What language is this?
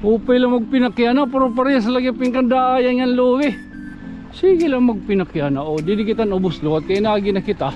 Waray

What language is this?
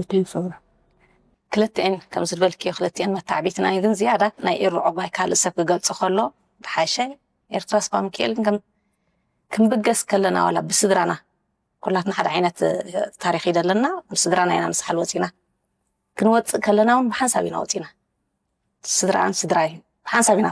Tigrinya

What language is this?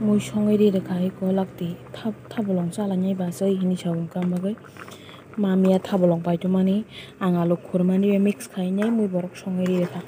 Kok Borok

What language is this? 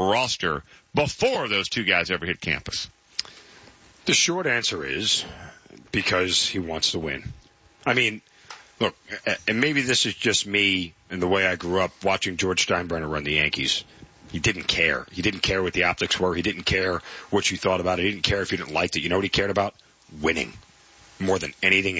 English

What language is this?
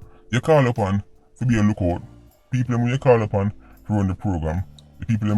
Jamaican Creole English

